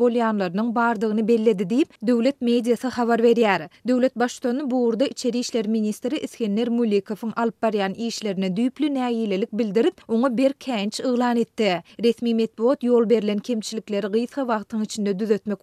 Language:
Turkmen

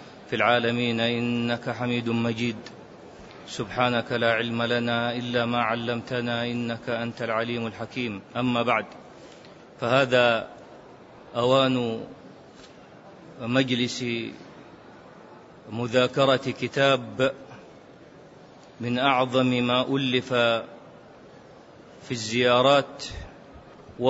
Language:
Arabic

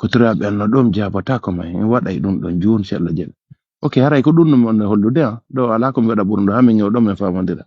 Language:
Pular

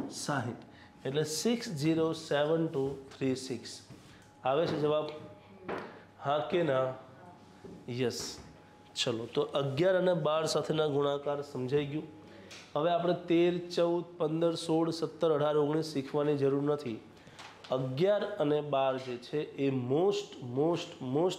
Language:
Gujarati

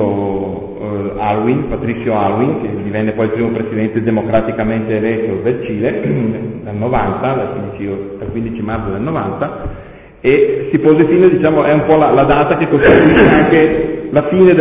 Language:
Italian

